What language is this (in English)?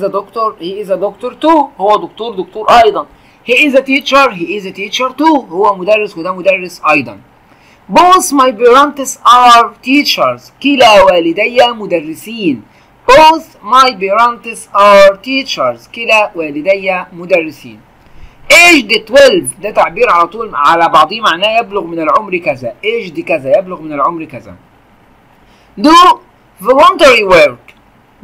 Egyptian Arabic